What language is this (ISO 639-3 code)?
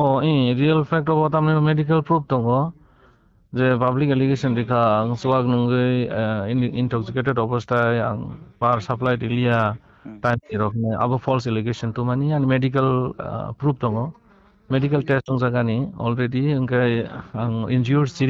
trp